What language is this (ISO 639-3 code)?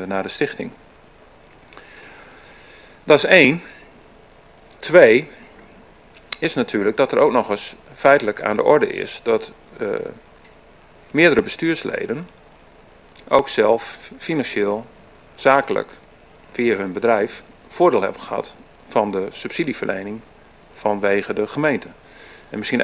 nld